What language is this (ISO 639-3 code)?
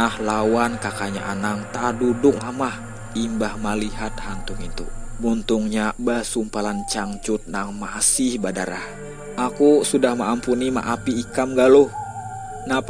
bjn